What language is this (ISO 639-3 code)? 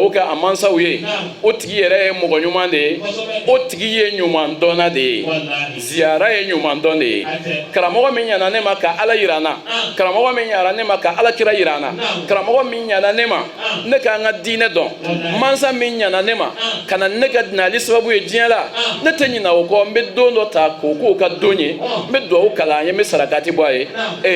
bam